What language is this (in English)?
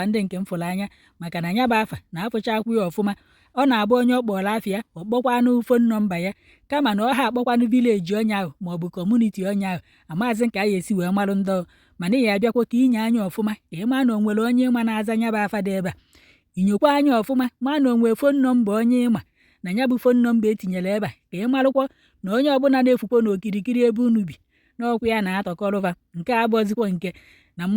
Igbo